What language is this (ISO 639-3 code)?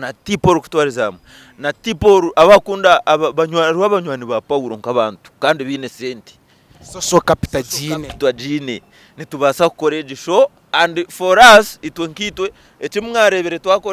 nyn